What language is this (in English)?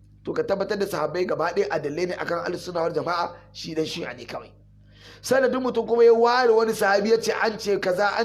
Hausa